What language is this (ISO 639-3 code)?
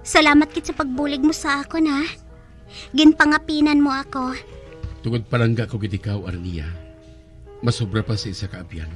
hil